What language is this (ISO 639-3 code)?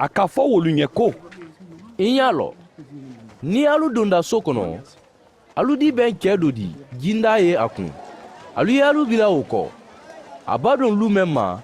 man